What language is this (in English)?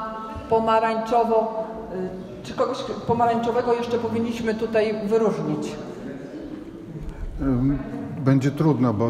Polish